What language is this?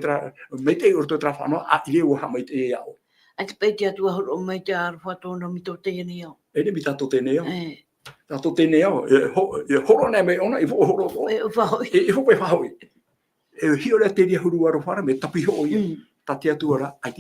Tahitian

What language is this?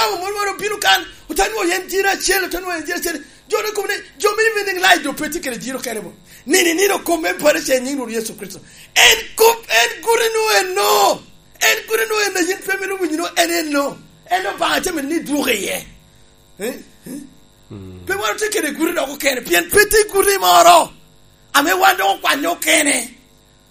Lango (Uganda)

